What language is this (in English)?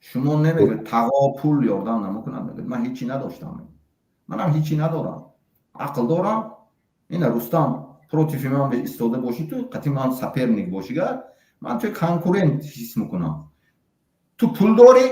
Tajik